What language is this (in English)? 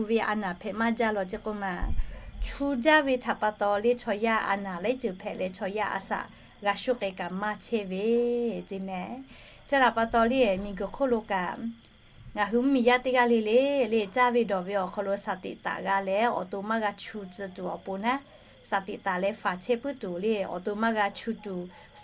Lahu